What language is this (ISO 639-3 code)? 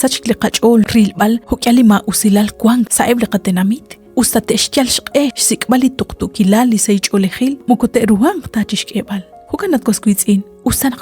kek